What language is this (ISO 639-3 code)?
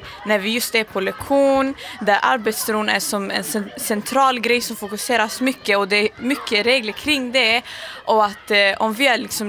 swe